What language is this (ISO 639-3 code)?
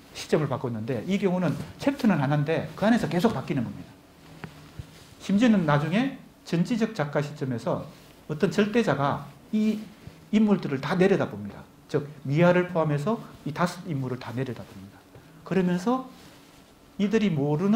kor